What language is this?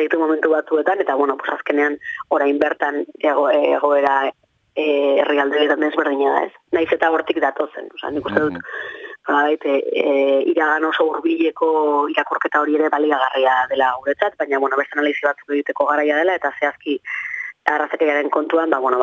Basque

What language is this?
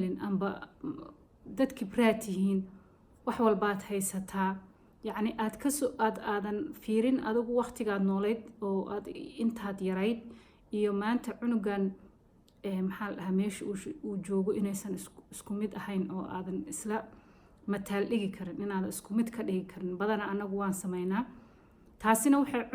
Somali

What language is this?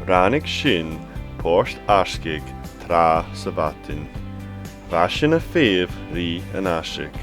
Scottish Gaelic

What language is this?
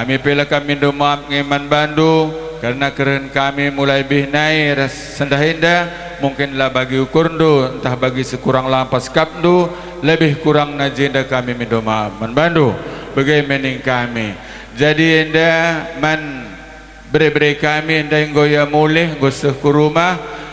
Batak Karo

